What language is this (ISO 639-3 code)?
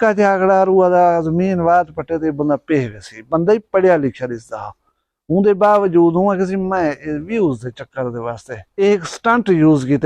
skr